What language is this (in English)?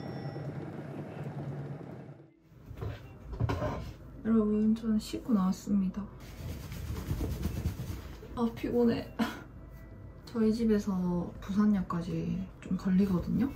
Korean